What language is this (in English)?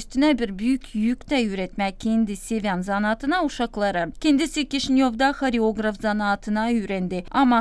Gagauz